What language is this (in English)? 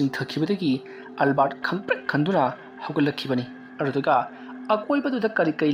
Manipuri